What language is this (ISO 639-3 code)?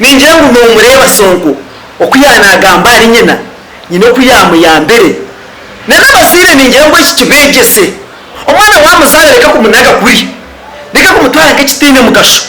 nyn